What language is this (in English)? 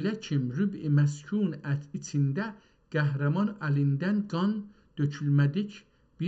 South Azerbaijani